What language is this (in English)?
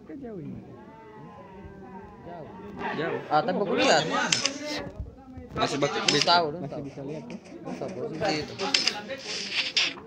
Indonesian